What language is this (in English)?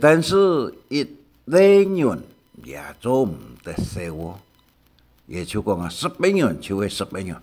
Hakka Chinese